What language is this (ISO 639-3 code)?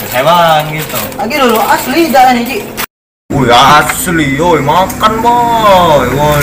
mui